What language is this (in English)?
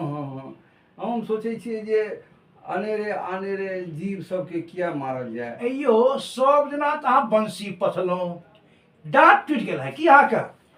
Maithili